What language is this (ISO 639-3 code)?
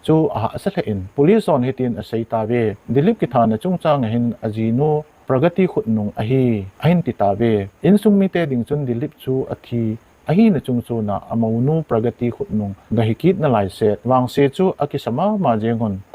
tcz